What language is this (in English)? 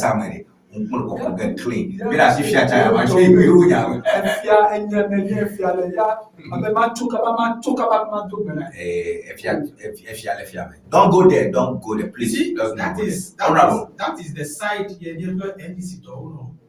Ewe